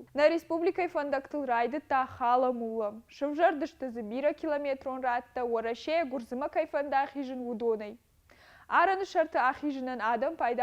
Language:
Ossetic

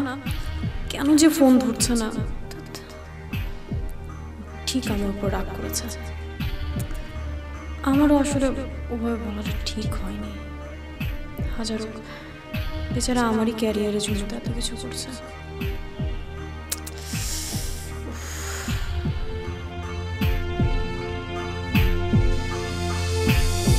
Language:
Bangla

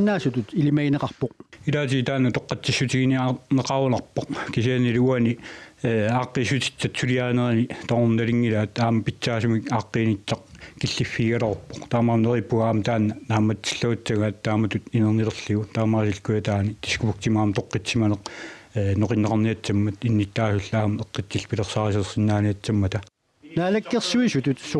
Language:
Kalaallisut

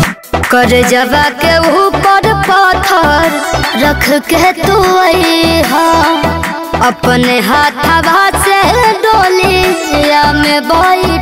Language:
Bhojpuri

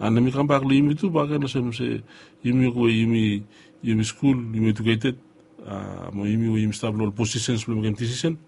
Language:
Bislama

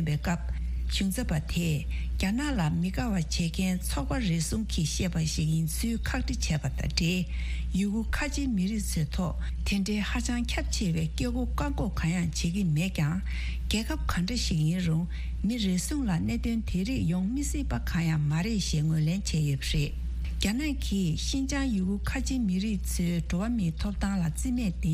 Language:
Tibetan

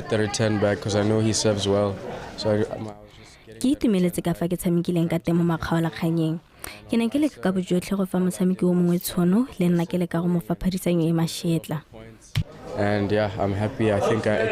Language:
Tswana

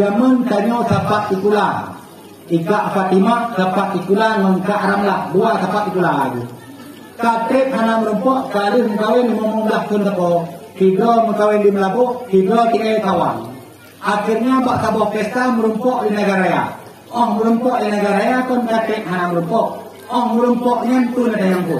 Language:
Achinese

